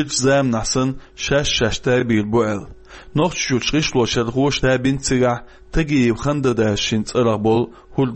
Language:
Chechen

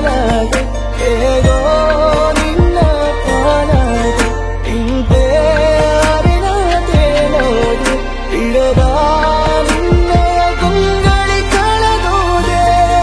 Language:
Kannada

